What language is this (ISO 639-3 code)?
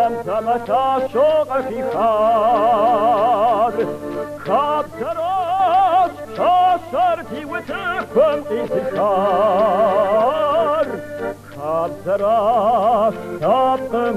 kbd